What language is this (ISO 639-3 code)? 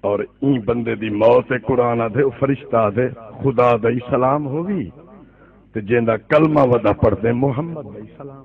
skr